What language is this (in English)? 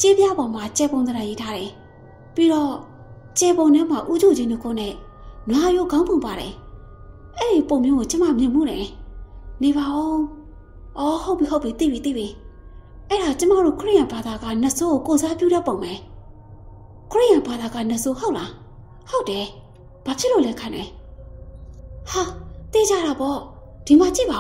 Burmese